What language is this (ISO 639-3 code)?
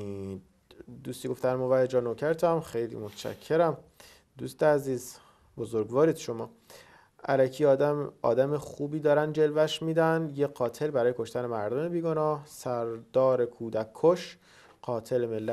fas